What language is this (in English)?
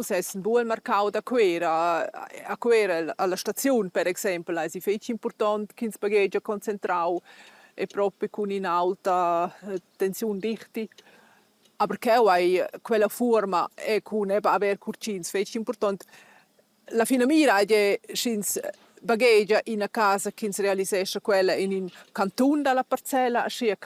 Romansh